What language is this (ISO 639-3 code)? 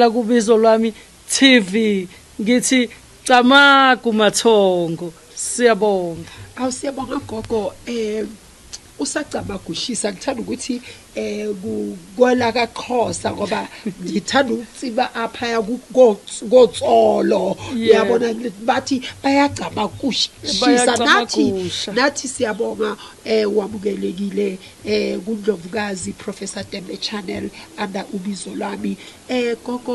zul